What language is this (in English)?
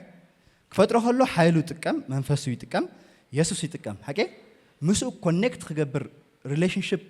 Tigrinya